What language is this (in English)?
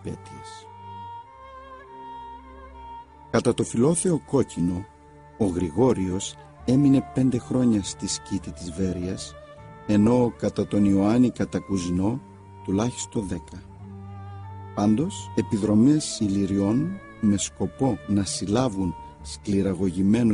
Greek